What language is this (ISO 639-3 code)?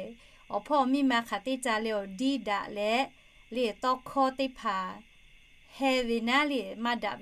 lhu